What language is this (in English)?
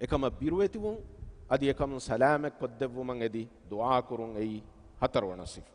Divehi